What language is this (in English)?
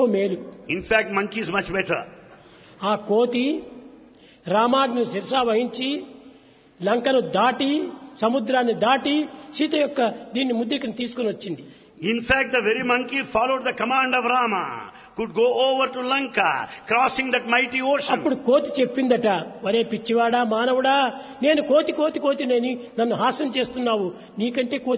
Telugu